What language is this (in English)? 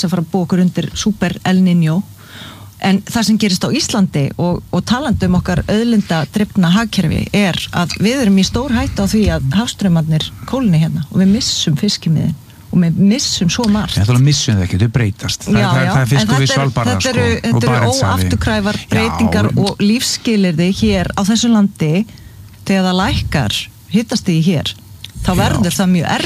Icelandic